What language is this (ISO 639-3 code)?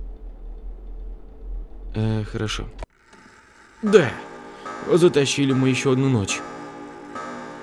rus